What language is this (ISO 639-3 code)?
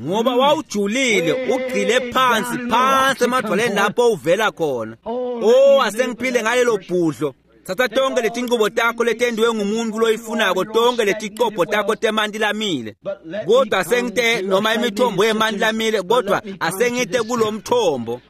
ssw